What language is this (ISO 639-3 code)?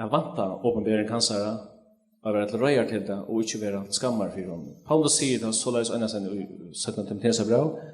fao